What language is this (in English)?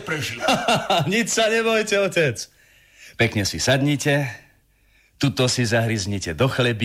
Slovak